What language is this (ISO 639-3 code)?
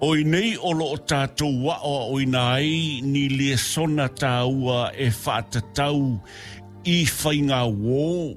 smo